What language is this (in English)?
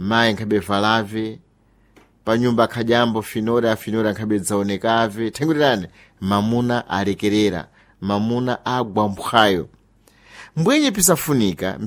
Sena